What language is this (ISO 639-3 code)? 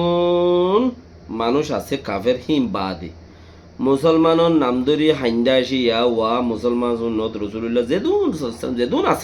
rhg